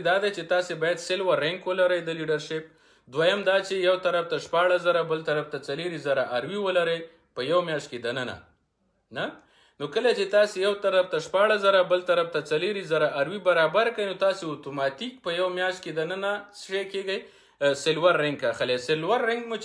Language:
Pashto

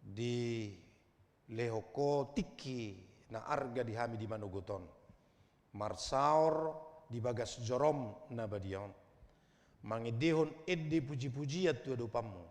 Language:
Batak Toba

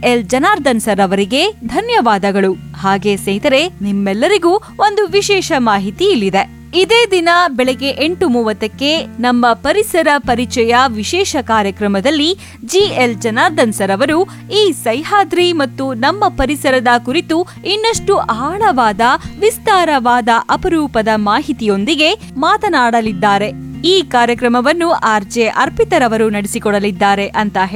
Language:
Kannada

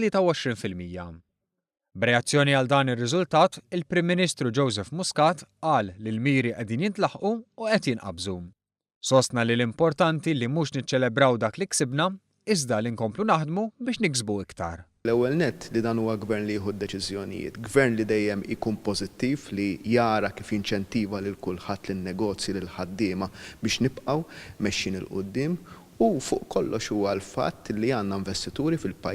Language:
Maltese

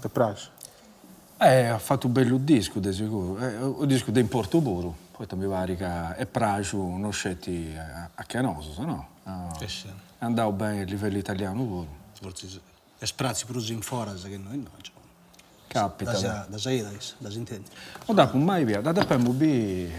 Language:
Sardinian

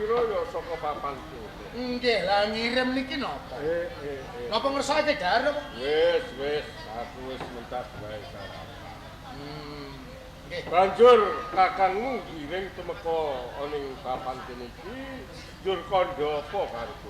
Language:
Javanese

